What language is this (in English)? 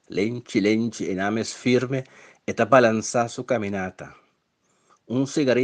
Papiamento